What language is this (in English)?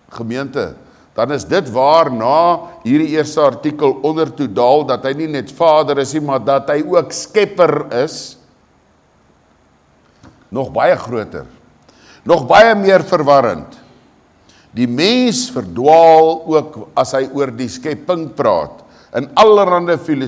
Afrikaans